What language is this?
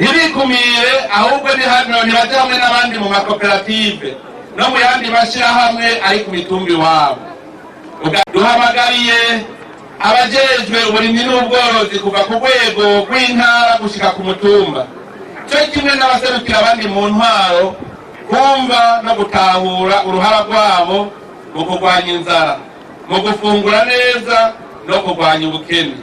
Rundi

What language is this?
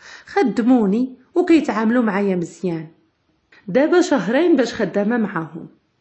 Moroccan Arabic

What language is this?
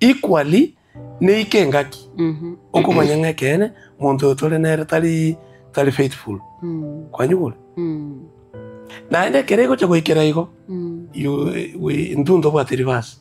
Gusii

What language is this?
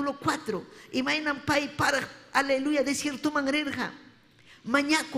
Ayacucho Quechua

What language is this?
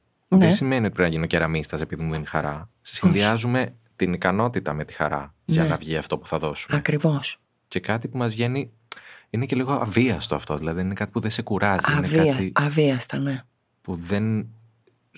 Greek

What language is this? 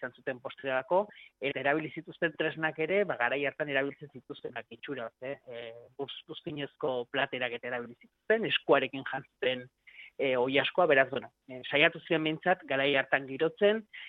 Basque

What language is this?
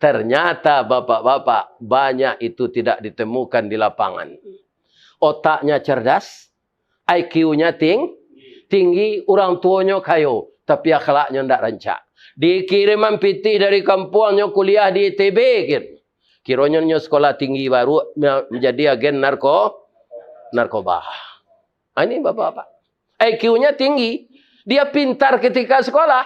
Minangkabau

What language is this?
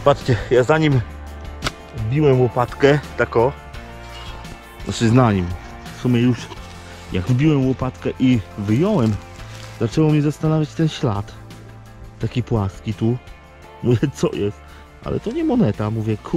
Polish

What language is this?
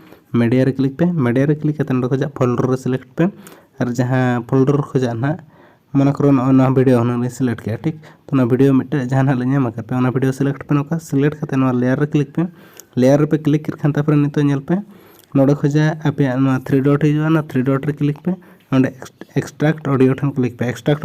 Santali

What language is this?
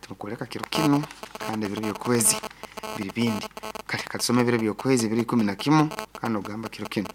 Nyoro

